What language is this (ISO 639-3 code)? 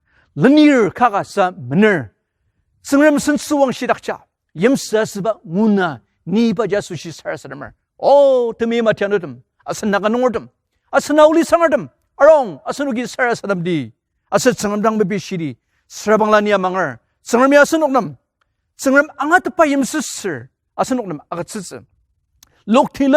njo